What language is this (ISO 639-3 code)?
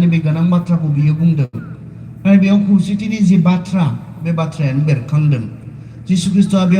brx